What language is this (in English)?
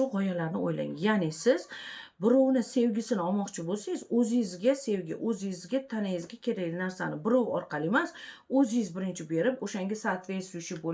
Uzbek